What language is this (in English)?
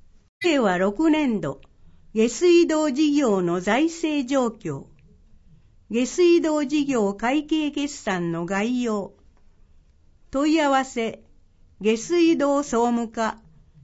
Japanese